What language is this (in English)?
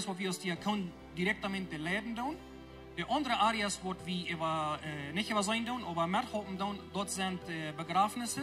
Plautdietsch